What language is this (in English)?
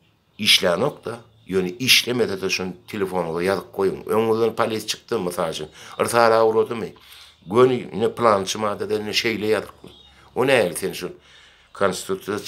Turkmen